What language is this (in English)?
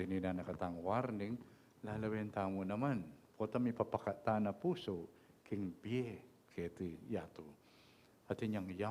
Pampanga